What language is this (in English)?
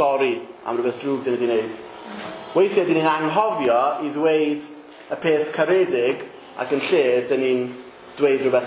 Welsh